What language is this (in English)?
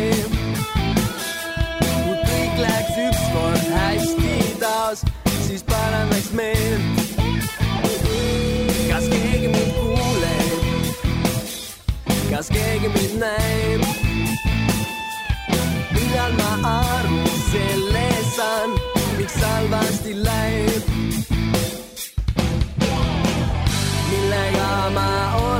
Estonian